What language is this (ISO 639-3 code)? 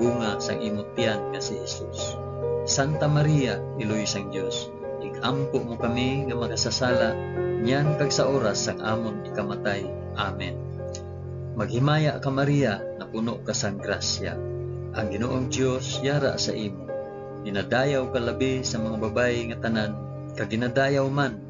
hil